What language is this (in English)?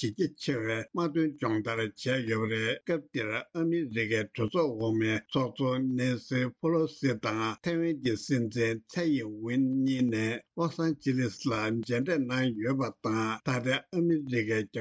Tibetan